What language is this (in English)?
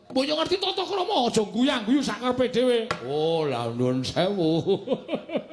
Javanese